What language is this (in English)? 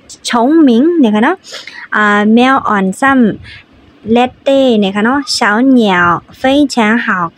Shan